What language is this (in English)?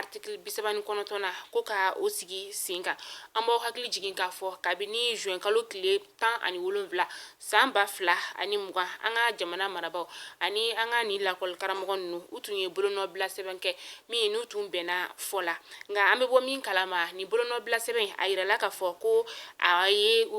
Bambara